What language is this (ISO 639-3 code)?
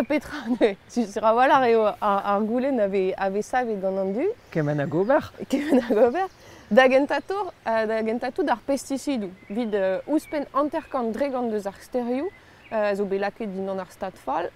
bre